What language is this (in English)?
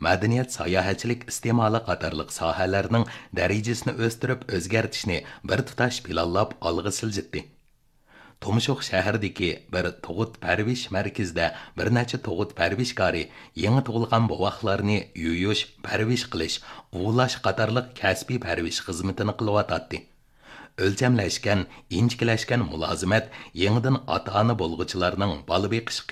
Uyghur